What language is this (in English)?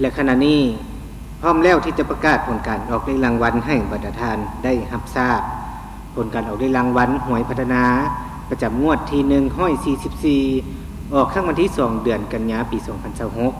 Lao